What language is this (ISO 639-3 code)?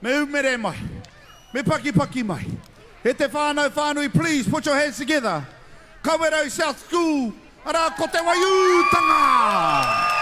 mri